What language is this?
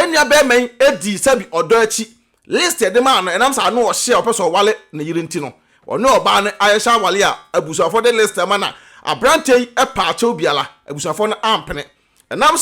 Akan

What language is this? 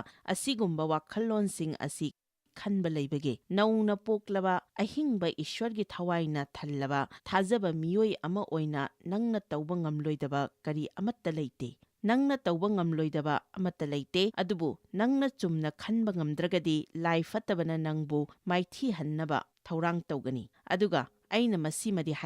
Manipuri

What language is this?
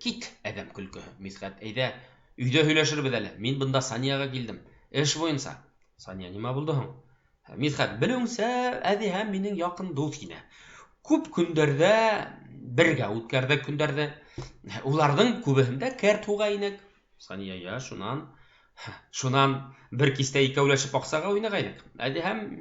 Bashkir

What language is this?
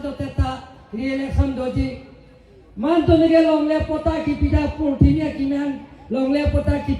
Karbi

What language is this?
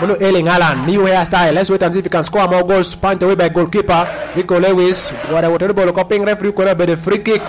Lango (Uganda)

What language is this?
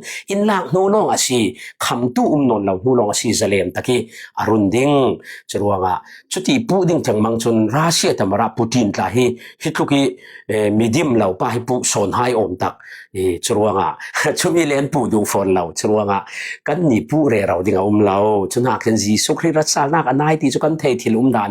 Falam Chin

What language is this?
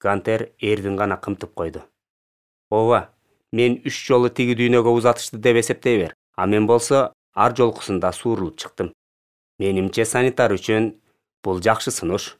Kyrgyz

